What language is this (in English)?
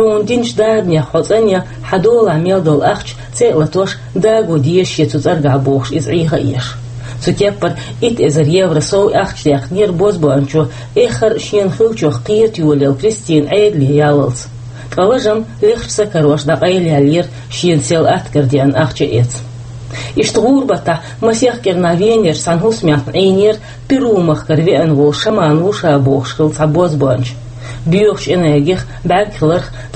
Chechen